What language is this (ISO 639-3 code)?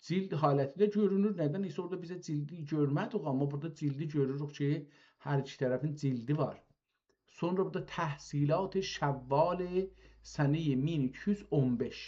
azb